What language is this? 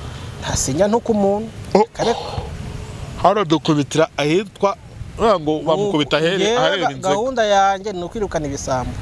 Kinyarwanda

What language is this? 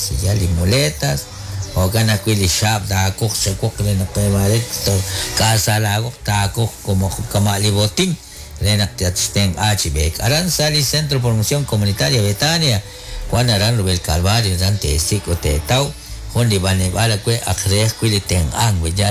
Kekchí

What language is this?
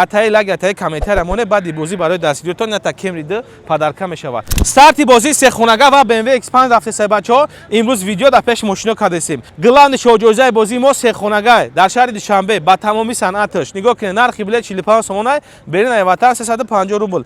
Tajik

